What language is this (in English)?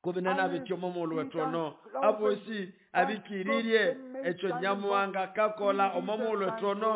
Nande